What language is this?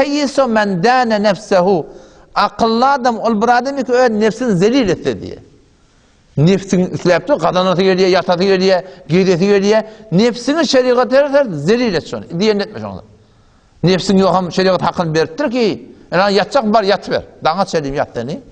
Turkmen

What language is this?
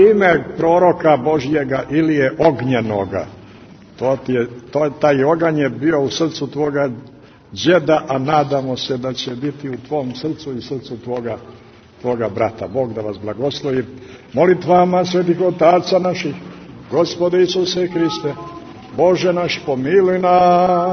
Serbian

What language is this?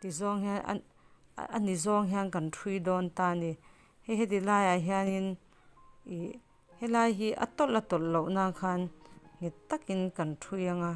Mizo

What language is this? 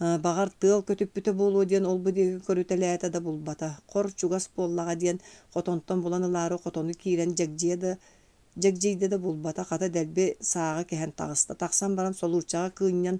Yakut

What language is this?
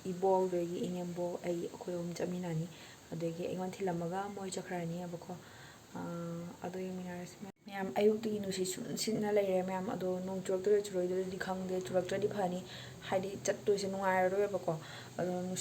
Manipuri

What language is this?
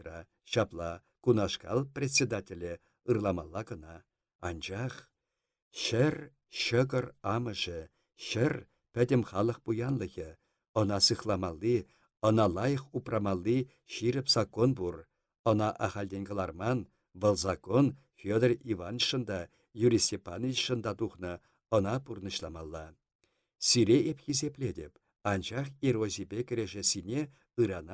Chuvash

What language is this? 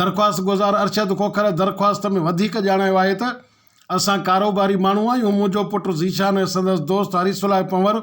Sindhi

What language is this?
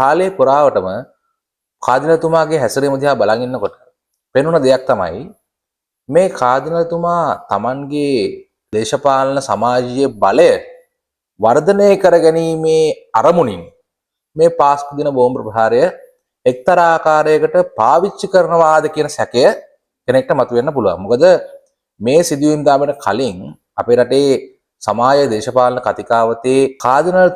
Sinhala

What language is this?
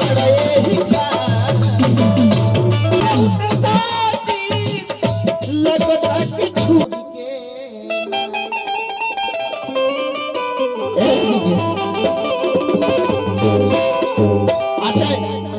Bhojpuri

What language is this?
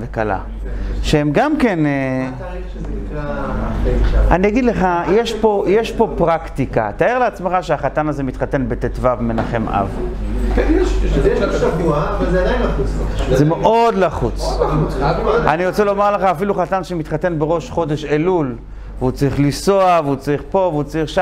Hebrew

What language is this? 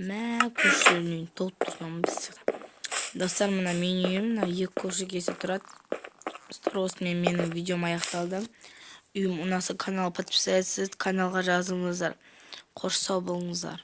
Kazakh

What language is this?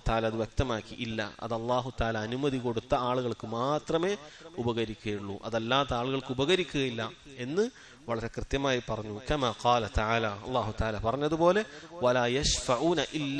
Malayalam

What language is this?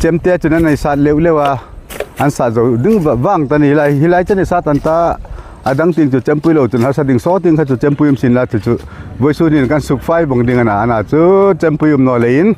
Hmar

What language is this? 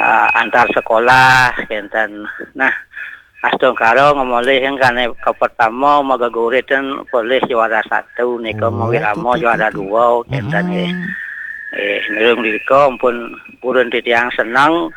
Balinese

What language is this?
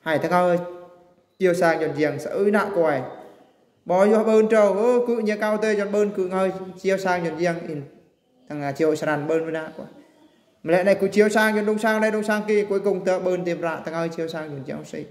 Eastern Bru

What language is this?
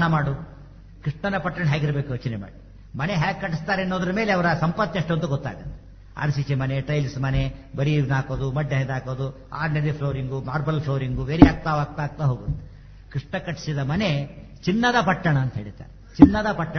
Kannada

